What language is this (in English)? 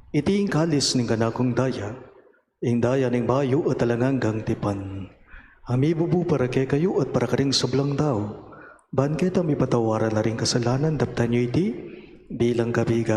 Pampanga